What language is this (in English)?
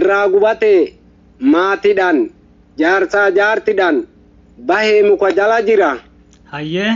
Oromo